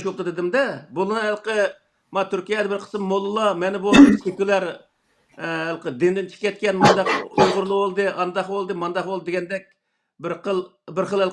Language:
Uyghur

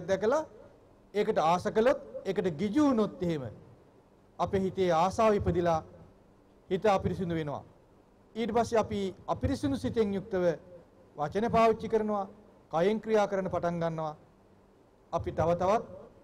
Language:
Sinhala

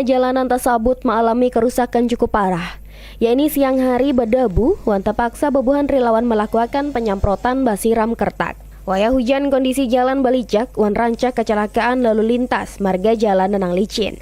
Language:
Banjar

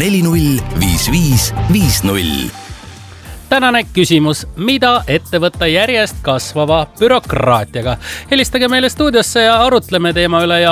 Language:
Estonian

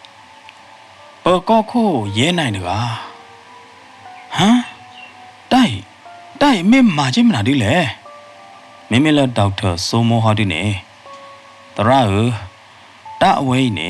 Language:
S'gaw Karen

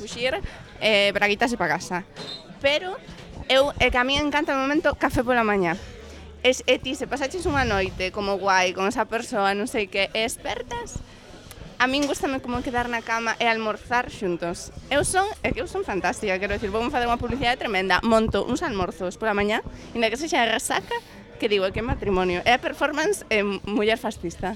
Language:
Galician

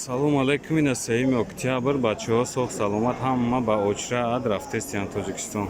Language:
Tajik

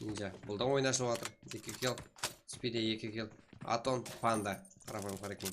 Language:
Kara-Kalpak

